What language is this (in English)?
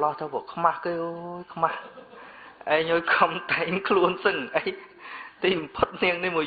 Khmer